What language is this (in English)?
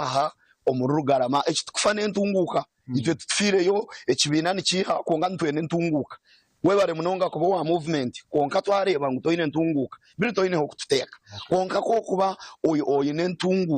Nyankole